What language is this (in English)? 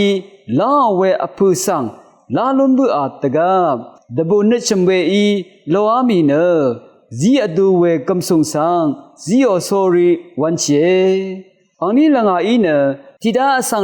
Rawang